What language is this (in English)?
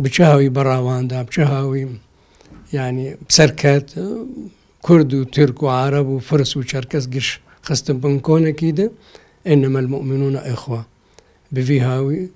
Kurdish